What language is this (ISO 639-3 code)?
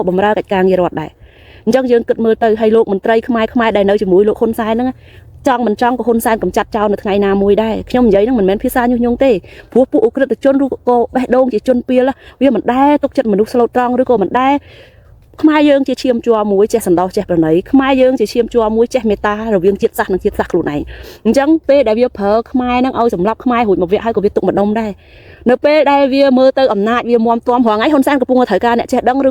khm